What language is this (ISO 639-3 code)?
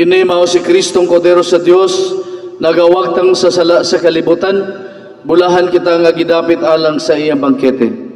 ceb